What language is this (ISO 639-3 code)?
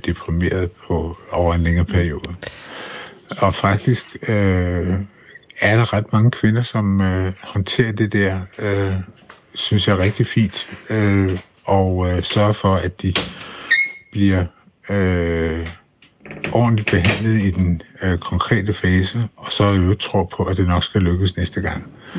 dan